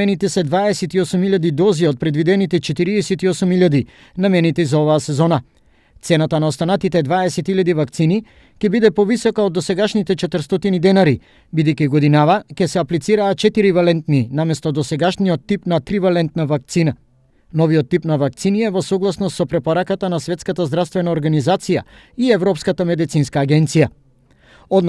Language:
Macedonian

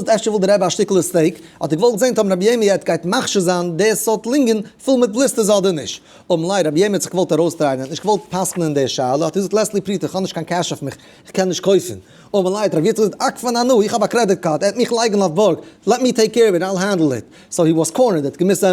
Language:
Yiddish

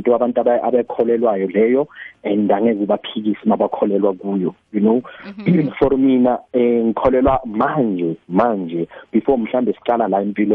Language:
South Ndebele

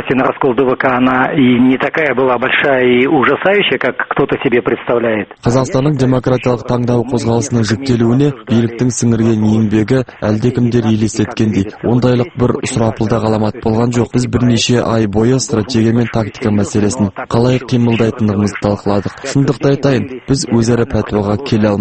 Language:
Kazakh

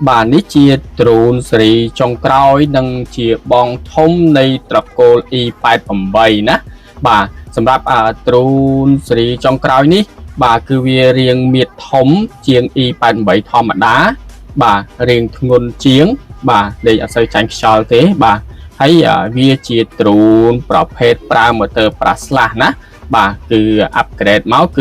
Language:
Khmer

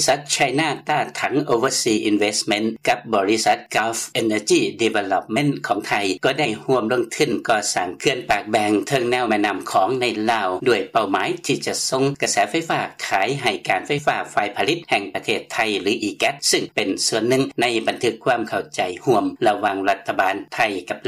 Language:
Lao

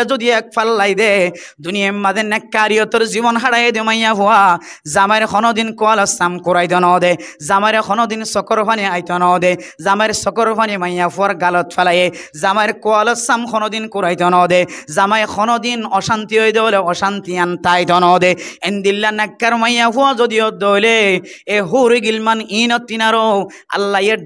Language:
Rohingya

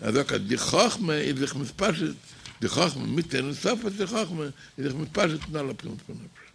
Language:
Yiddish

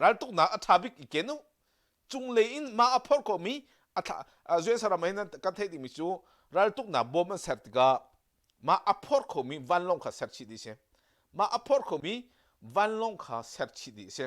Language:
Hakha Chin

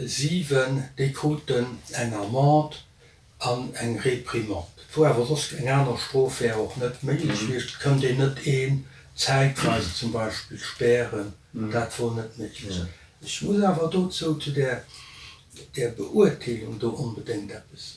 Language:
Luxembourgish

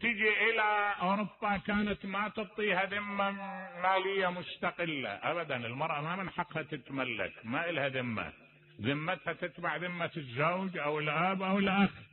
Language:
Mesopotamian Arabic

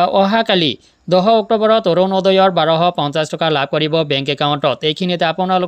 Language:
Assamese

